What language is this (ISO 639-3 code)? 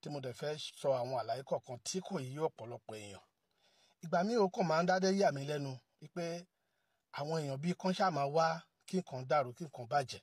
yor